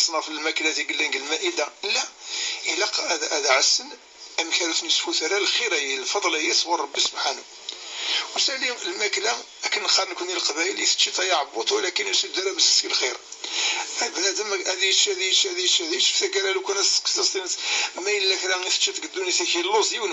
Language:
Kabyle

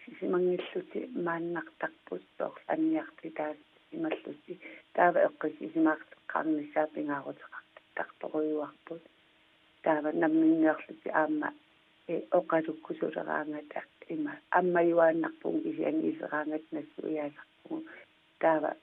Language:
Kalaallisut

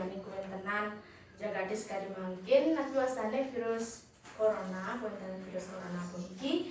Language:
Balinese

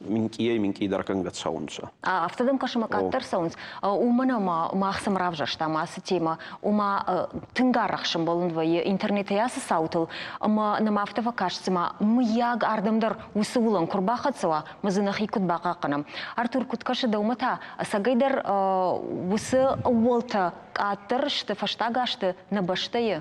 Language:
Ossetic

